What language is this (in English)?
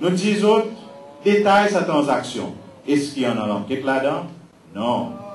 Seselwa Creole French